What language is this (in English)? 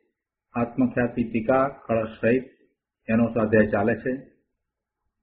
Gujarati